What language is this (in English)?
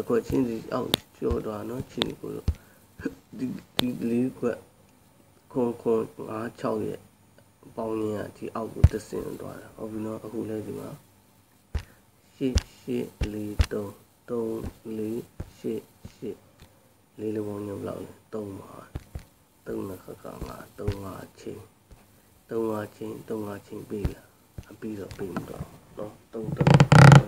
Burmese